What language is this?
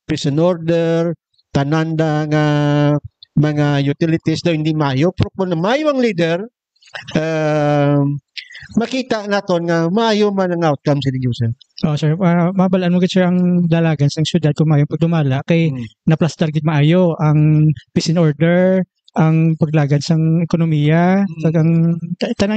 Hiligaynon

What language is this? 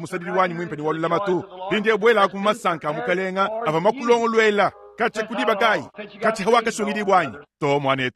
Luba-Lulua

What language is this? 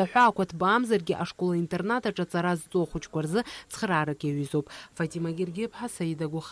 Abkhazian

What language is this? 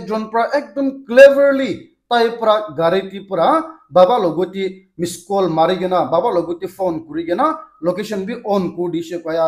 Naga Pidgin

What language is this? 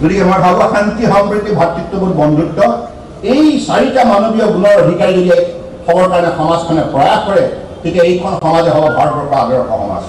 Assamese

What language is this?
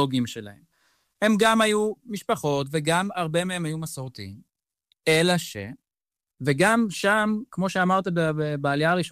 Hebrew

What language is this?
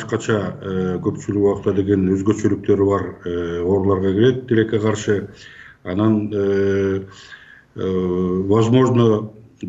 Kyrgyz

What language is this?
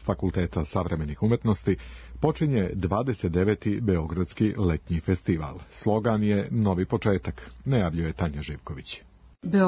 Serbian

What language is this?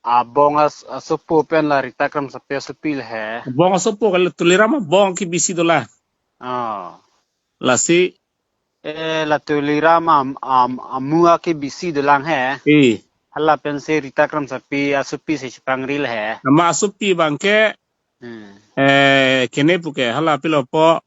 Karbi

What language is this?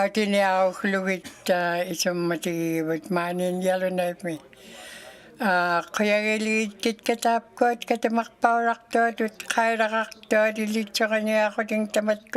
Inuktitut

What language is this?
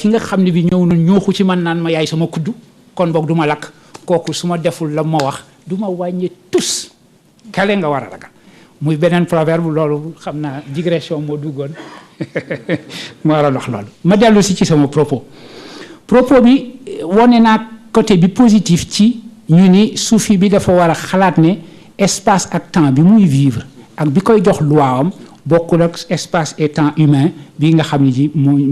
Wolof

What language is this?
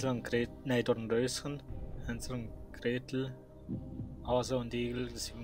Swiss German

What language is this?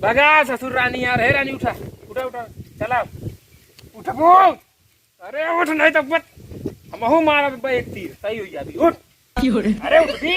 Bhojpuri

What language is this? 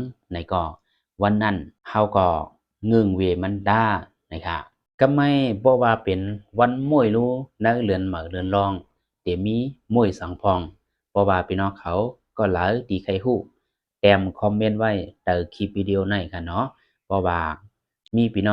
Shan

